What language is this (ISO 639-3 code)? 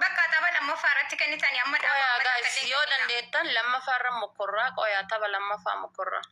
orm